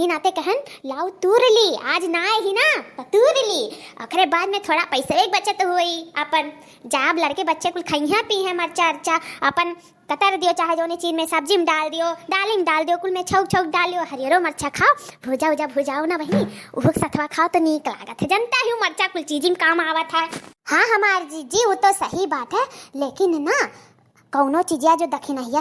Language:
Awadhi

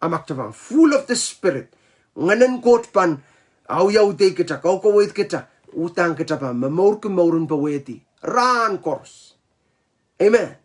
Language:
Pohnpeian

